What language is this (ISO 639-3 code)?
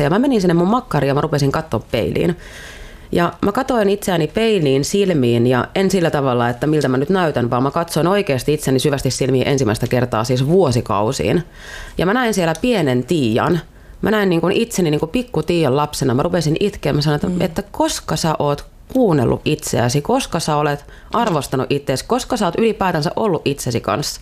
fin